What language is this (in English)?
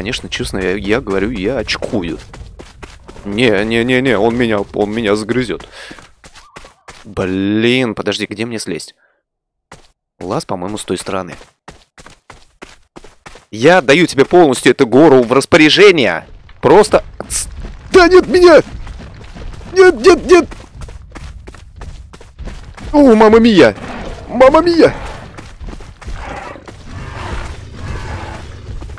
Russian